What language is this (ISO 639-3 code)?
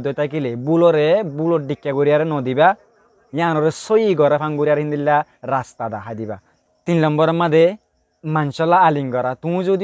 rhg